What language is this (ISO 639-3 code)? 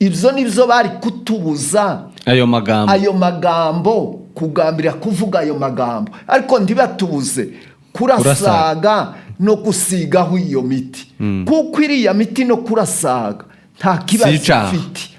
run